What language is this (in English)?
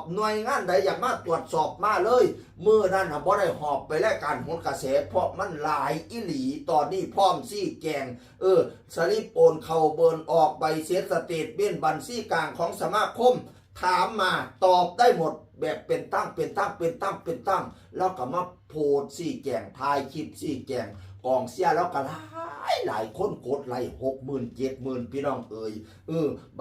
Northeastern Thai